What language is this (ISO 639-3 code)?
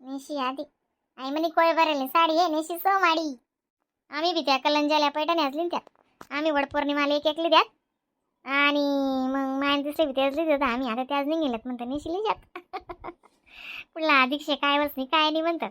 khn